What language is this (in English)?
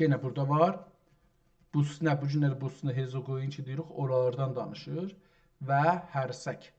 South Azerbaijani